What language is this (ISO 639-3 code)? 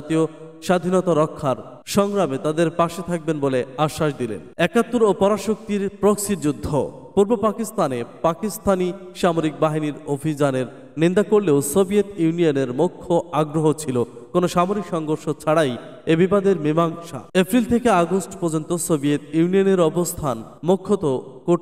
ben